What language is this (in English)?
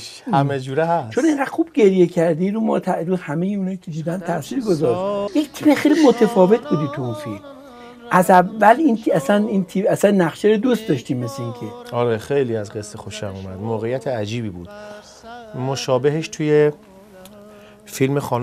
Persian